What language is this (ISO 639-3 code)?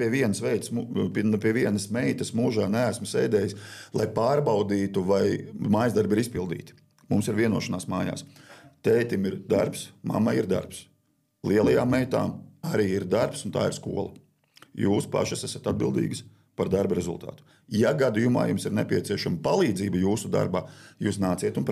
lav